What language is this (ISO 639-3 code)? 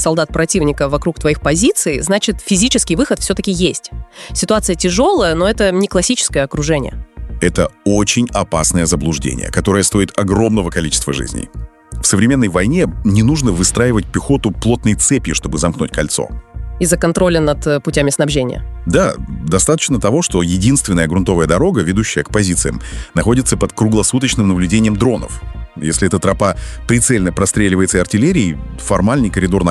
rus